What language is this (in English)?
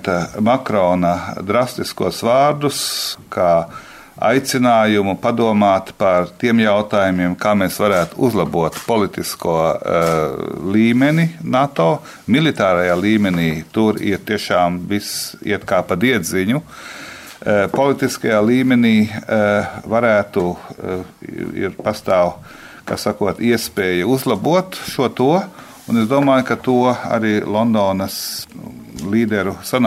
Latvian